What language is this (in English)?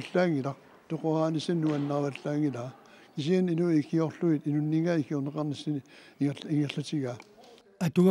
Kalaallisut